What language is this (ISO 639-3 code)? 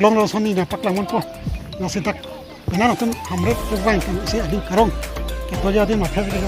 mjw